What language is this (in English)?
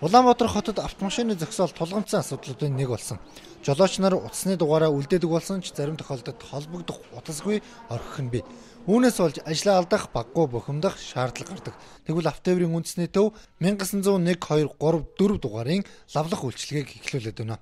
Mongolian